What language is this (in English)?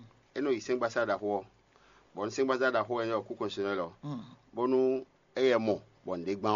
Fon